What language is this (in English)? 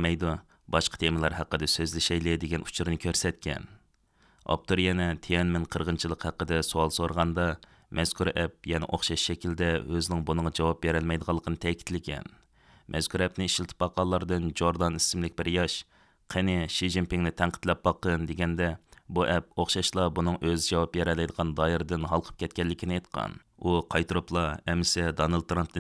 Uyghur